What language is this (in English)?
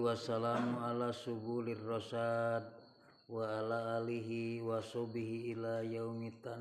Sundanese